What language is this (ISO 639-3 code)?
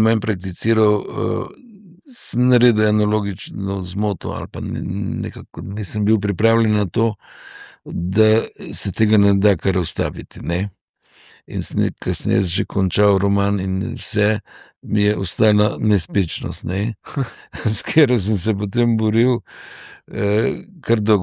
slv